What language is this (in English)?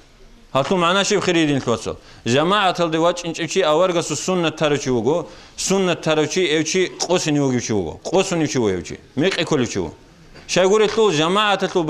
Avaric